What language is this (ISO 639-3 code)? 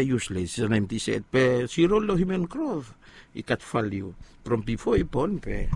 bis